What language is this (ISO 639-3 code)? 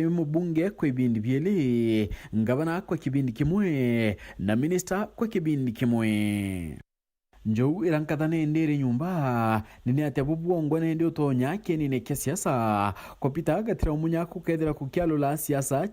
mer